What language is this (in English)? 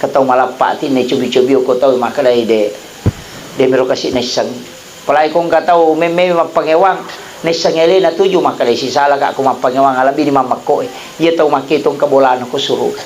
Buginese